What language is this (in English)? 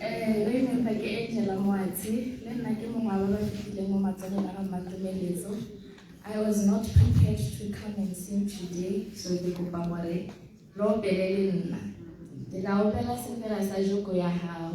Tswana